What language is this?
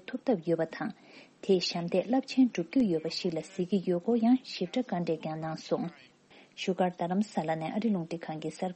Tibetan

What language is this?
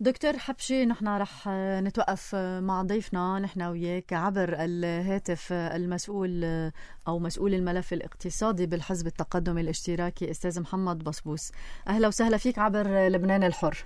North Levantine Arabic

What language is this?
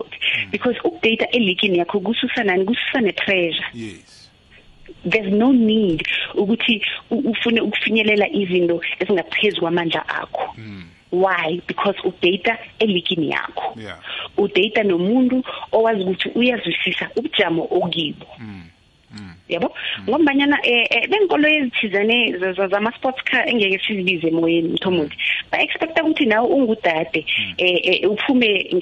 South Ndebele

